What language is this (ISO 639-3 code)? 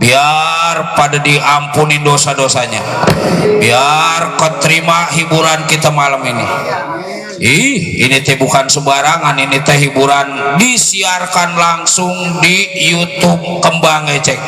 bew